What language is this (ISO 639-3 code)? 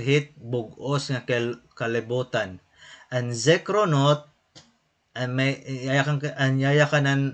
war